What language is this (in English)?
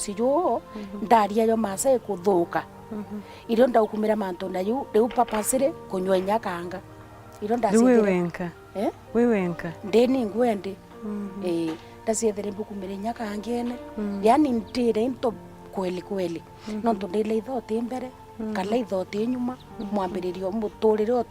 Meru